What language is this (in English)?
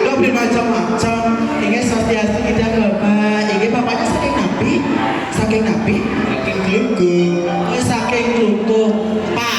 Balinese